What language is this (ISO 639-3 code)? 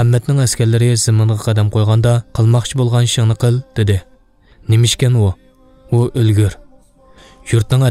uig